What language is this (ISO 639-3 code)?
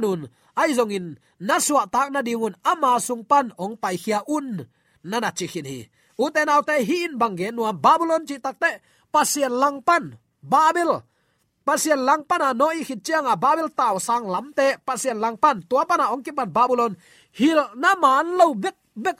ctd